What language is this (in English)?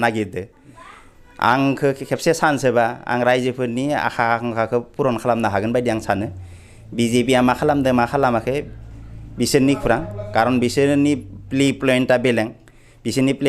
Bodo